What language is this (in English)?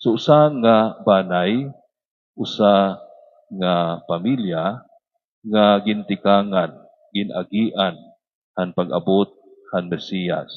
Waray